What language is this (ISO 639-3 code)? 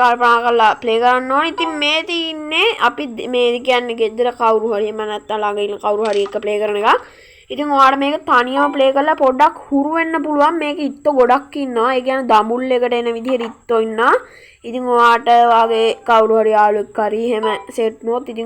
sin